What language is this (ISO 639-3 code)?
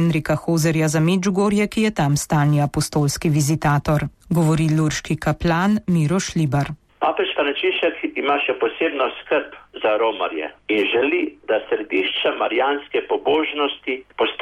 slv